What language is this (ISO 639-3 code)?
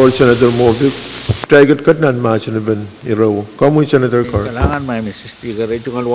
pon